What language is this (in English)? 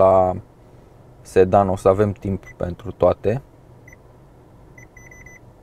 Romanian